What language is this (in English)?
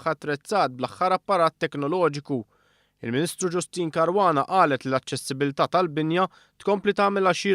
Maltese